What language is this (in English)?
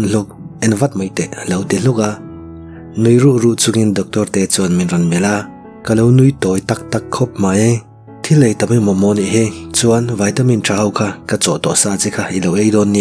Mizo